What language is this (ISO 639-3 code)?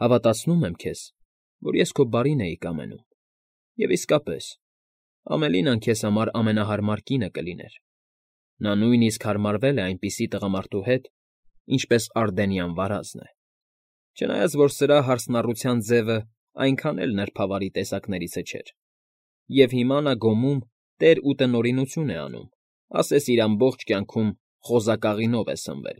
hye